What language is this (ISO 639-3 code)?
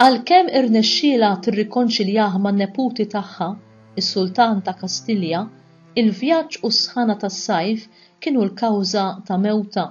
mlt